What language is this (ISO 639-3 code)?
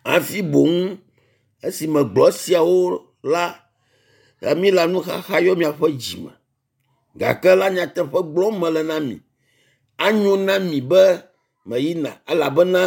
ewe